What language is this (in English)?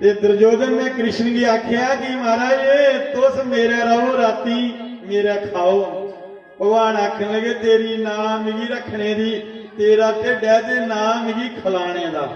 Dogri